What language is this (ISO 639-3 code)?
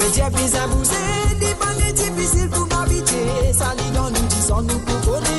mfe